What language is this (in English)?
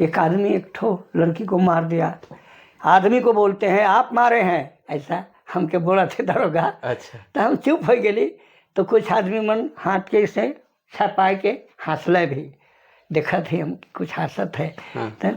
Sadri